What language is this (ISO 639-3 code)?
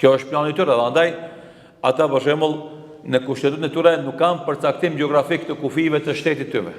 sqi